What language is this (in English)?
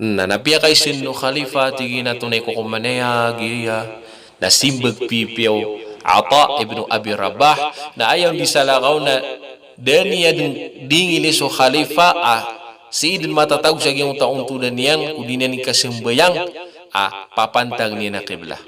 Maranao